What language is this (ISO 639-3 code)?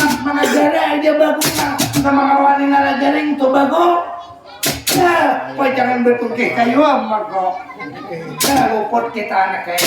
bjn